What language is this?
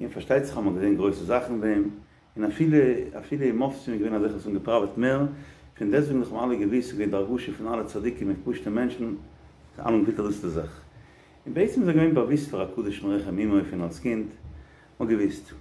Yiddish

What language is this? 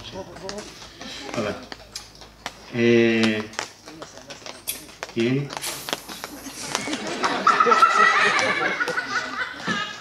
Italian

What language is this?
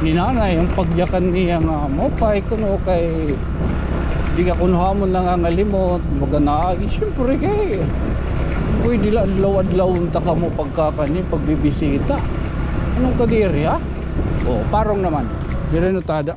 Waray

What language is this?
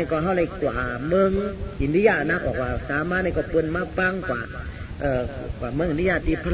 Shan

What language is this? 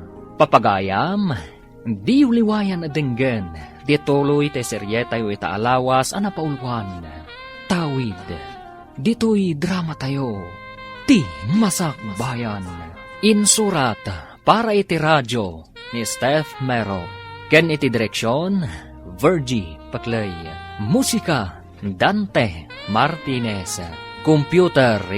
Iloko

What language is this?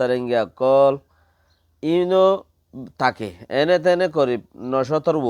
Rohingya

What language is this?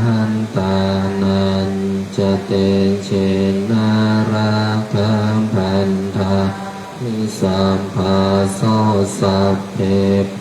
Pali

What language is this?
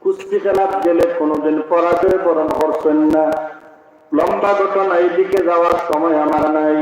Sylheti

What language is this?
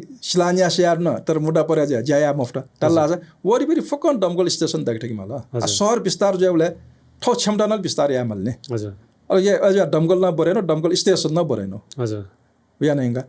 Newari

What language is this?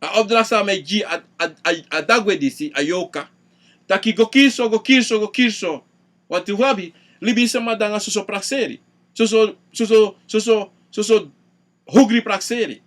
Sranan Tongo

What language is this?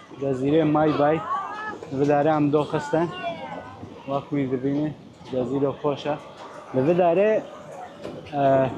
Kurdish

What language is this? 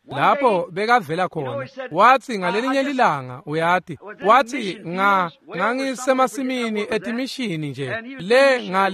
Swati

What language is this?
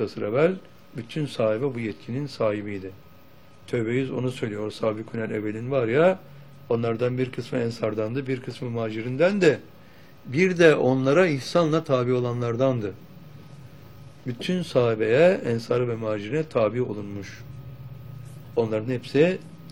Turkish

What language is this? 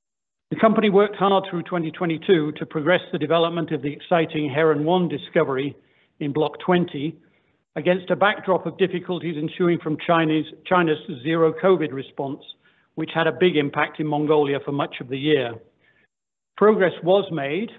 English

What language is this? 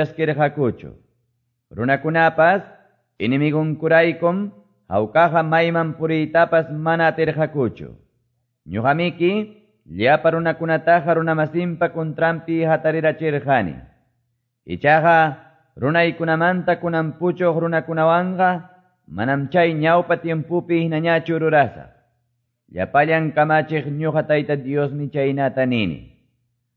Quechua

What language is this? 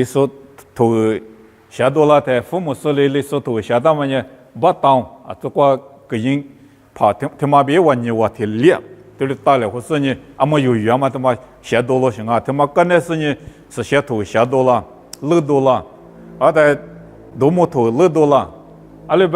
Lisu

